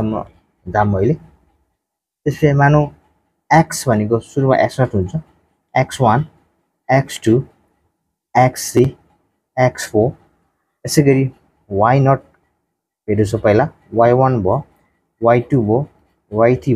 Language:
Nepali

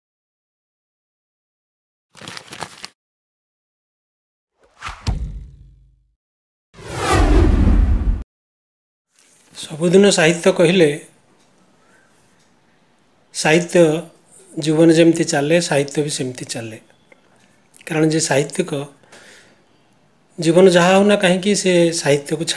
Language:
Odia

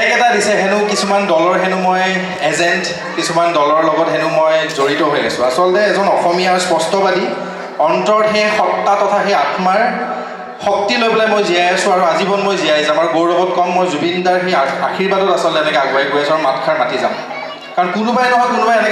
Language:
Assamese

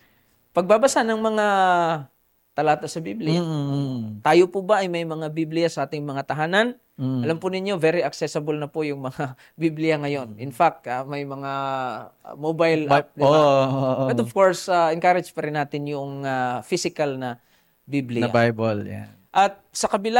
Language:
Filipino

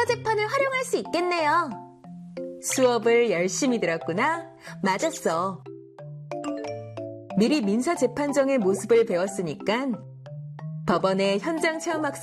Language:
Korean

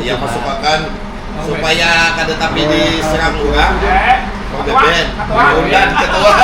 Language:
Banjar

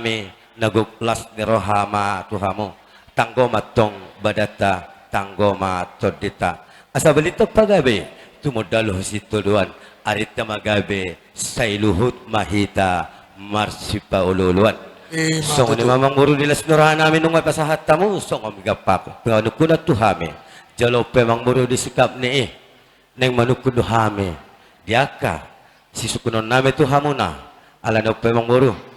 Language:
Batak Toba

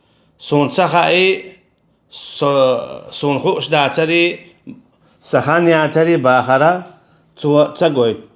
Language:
Chechen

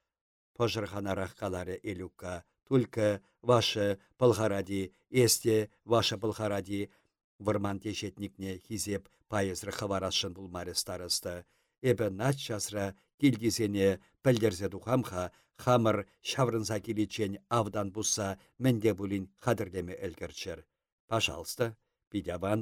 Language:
Chuvash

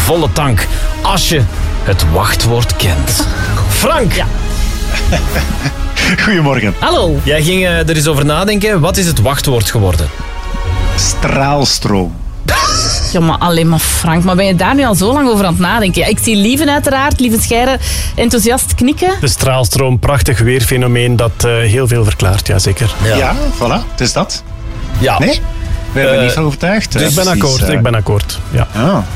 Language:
Dutch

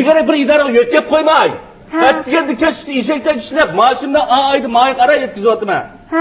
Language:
Uyghur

